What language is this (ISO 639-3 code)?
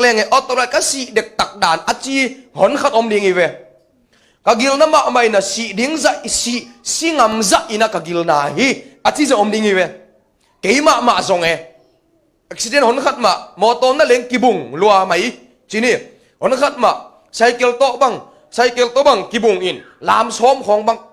ctd